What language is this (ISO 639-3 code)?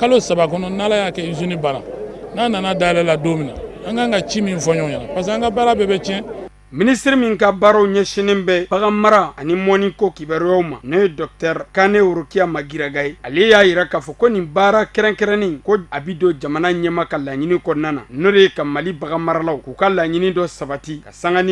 bam